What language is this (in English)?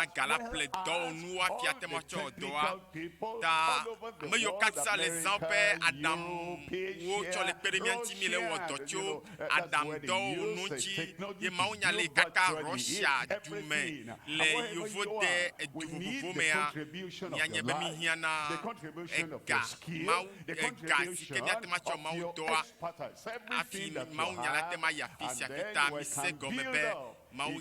Ewe